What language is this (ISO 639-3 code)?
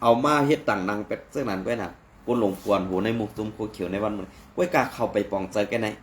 shn